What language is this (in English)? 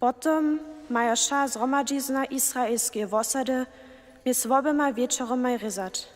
Upper Sorbian